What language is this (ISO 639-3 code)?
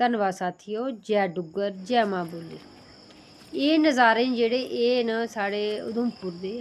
doi